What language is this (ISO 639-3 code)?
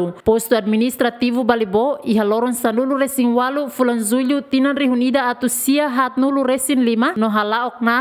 tet